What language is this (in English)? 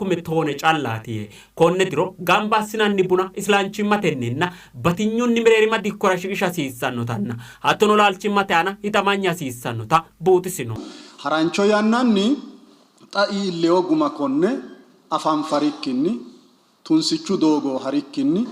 Sidamo